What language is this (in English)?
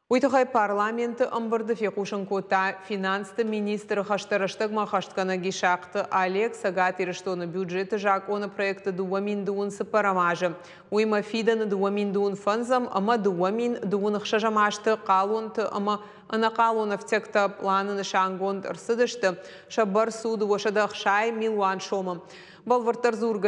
Ossetic